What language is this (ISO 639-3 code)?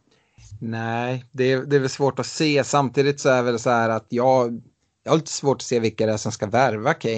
swe